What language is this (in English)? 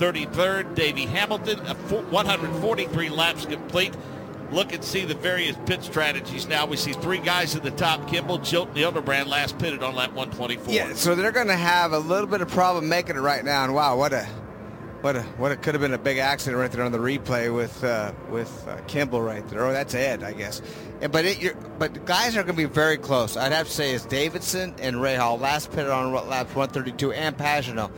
English